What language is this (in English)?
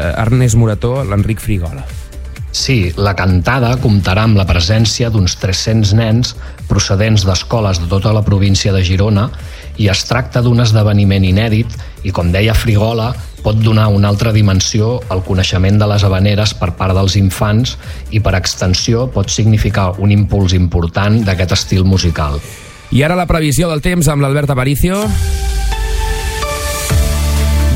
Catalan